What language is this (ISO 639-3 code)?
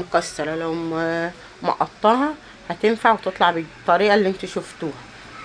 arz